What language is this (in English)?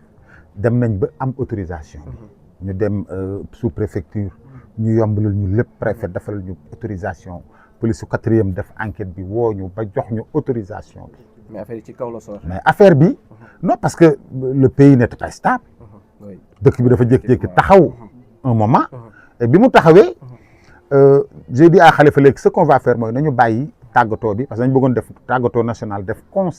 Wolof